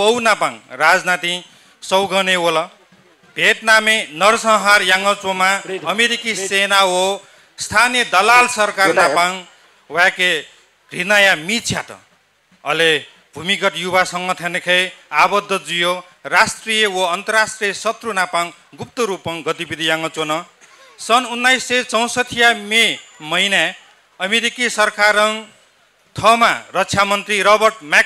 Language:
Newari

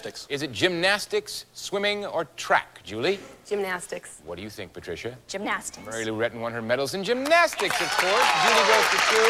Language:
English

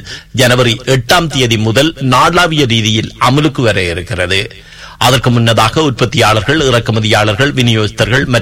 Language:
Tamil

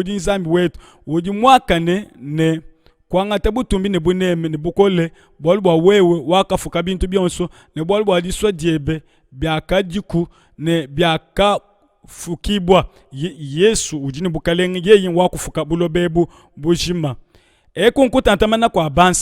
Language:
Luba-Lulua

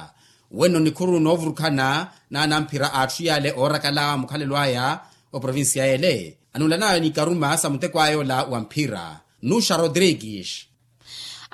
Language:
Makhuwa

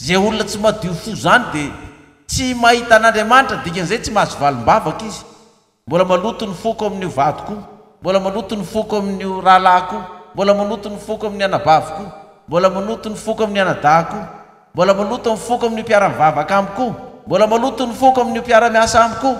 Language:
Malagasy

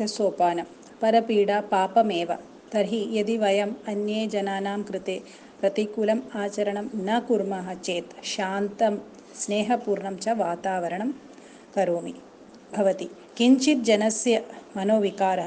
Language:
Sanskrit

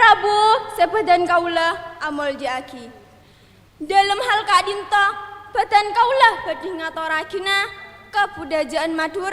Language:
Madurese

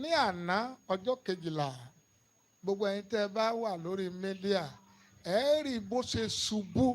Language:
Yoruba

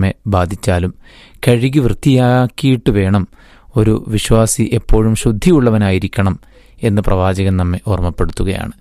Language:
Malayalam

